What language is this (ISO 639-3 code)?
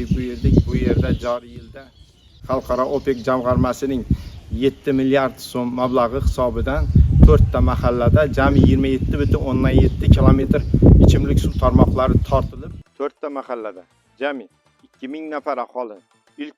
uzb